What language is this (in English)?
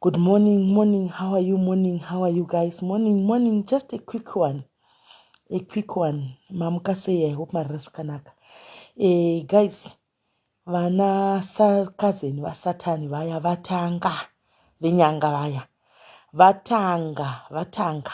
Shona